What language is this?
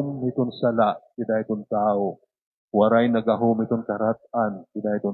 Waray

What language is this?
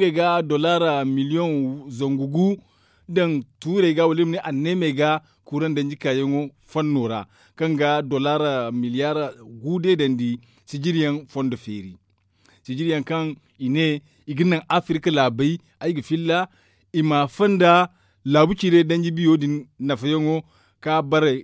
Zarma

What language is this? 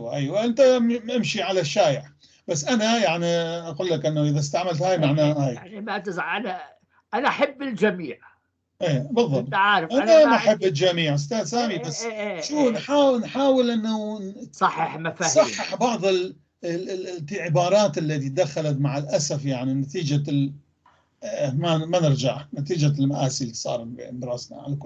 North Levantine Arabic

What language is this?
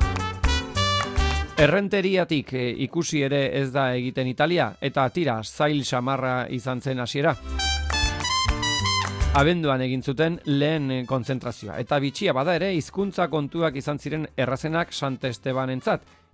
Basque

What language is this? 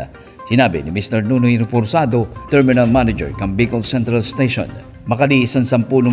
Bikol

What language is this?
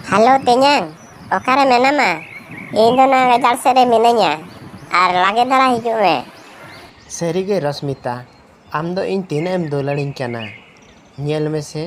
Santali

